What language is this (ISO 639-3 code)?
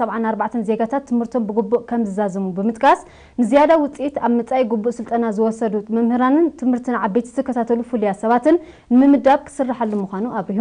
tir